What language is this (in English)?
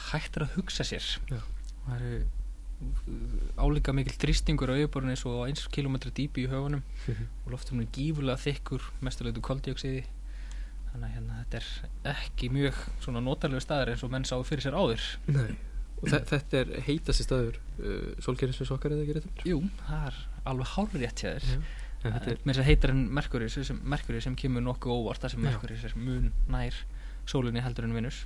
Icelandic